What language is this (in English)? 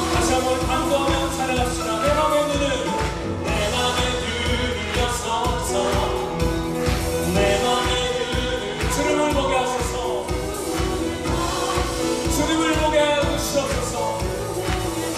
Korean